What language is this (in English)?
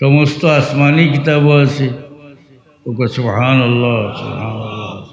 Sylheti